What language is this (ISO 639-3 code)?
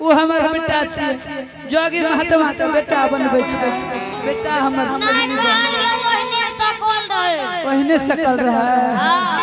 anp